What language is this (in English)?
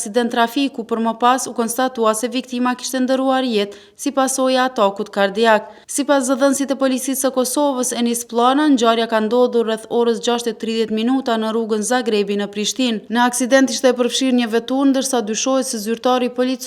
Albanian